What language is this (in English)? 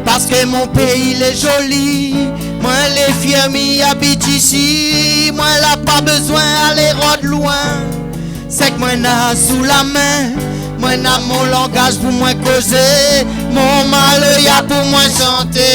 Réunion Creole French